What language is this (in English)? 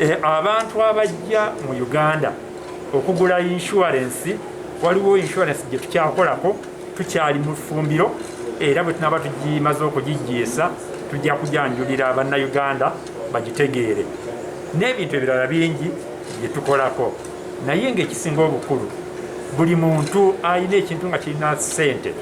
Ganda